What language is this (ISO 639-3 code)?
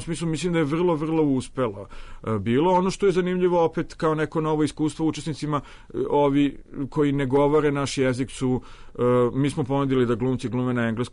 srp